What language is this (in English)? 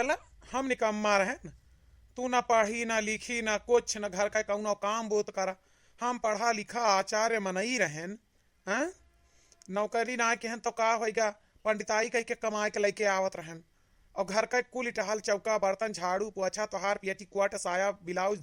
Awadhi